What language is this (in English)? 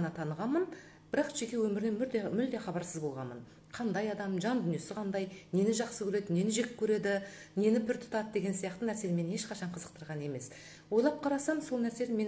Kazakh